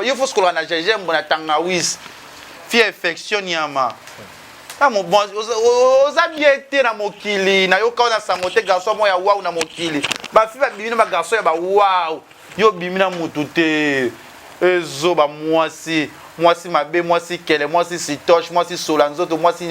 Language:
Lingala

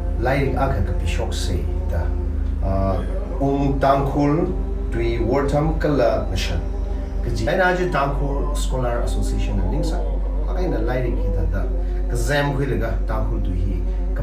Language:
Tangkhul Naga (India)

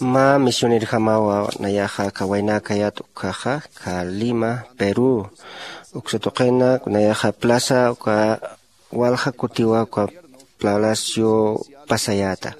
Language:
Aymara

